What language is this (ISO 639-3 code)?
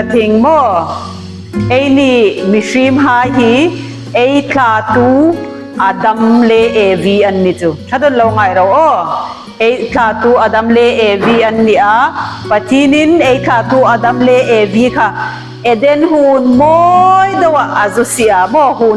hmr